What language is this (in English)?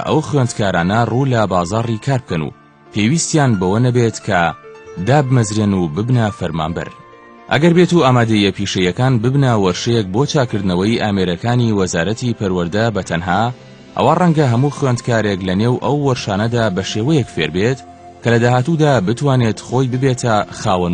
Central Kurdish